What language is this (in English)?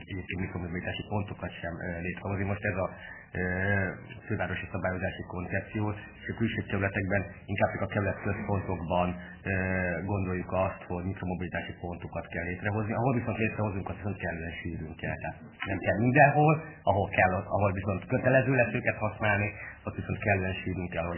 Hungarian